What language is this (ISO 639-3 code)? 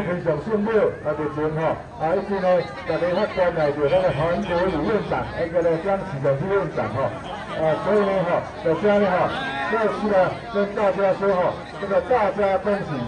zho